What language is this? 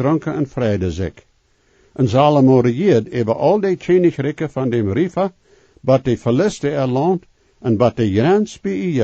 Plautdietsch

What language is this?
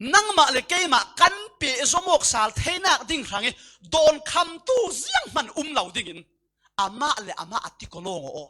Falam Chin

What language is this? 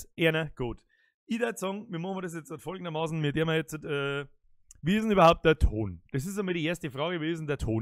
Bavarian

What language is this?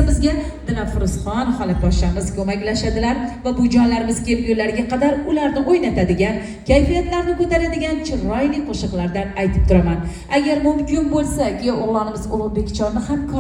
Uzbek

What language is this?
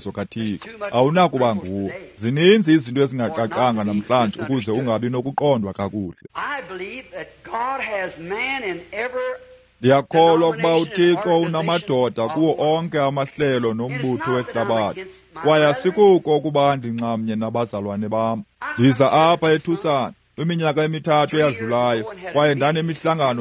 Xhosa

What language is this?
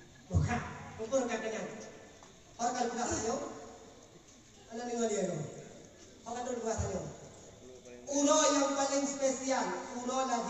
Malay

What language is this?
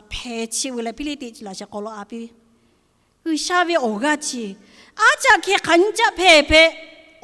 Lahu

